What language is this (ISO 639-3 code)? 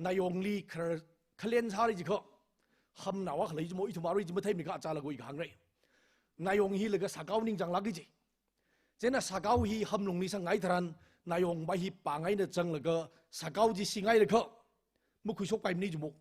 nmf